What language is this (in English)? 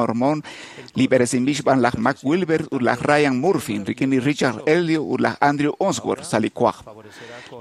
Kekchí